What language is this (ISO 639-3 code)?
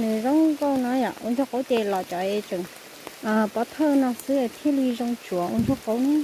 hmn